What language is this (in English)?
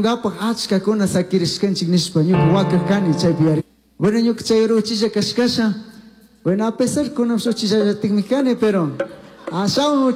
Chimborazo Highland Quichua